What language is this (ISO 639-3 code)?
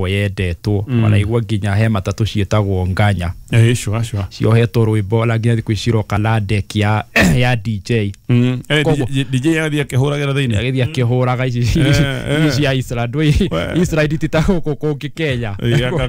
kik